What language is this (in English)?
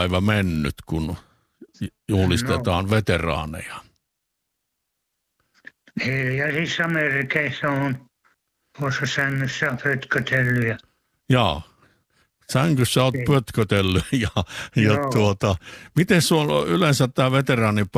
Finnish